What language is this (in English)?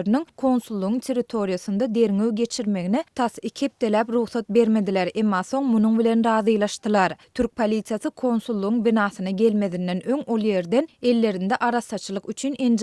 Turkmen